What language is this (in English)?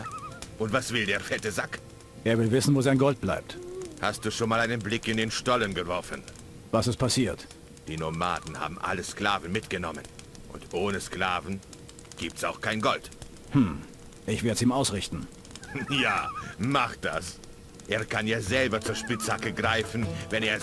Bavarian